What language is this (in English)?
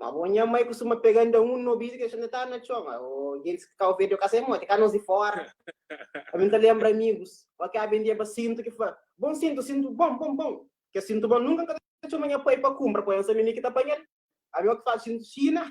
Kabuverdianu